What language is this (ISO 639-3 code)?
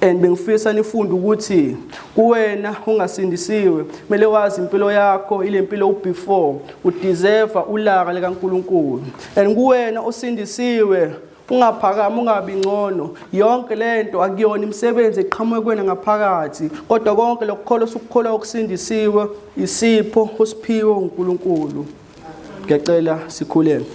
zul